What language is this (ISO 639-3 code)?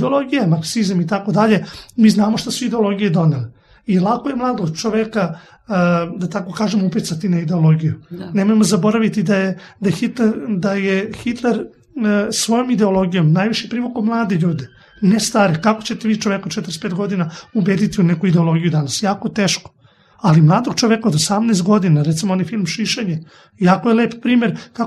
srp